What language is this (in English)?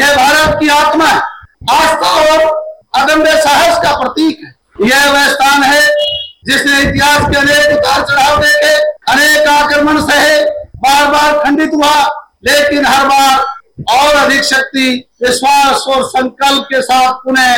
Hindi